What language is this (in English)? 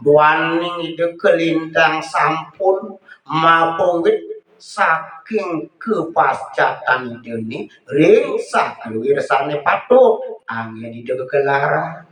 Balinese